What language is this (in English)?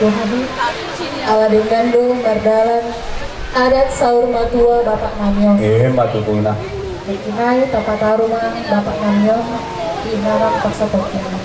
Batak Toba